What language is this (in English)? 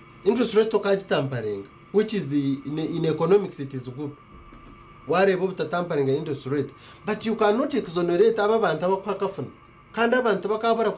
Nyankole